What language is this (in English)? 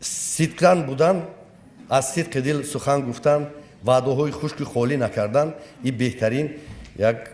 Tajik